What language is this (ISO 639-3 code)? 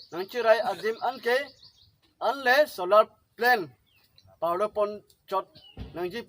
mjw